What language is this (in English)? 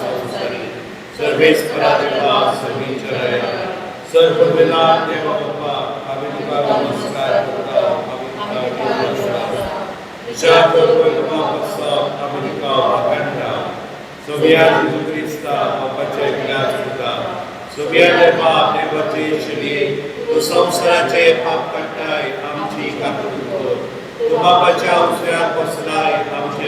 Konkani